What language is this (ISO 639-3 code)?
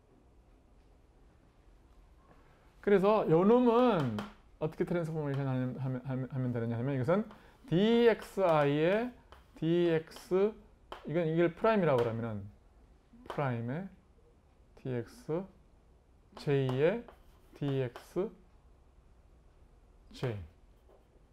kor